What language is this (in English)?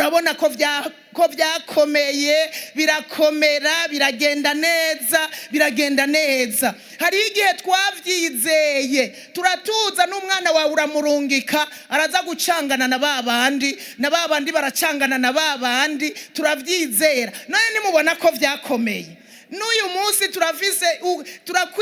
Rundi